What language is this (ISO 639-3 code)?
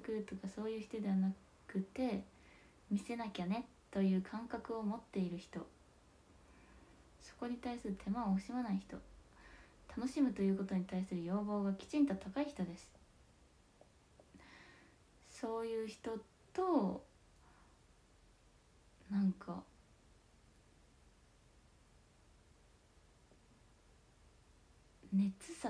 jpn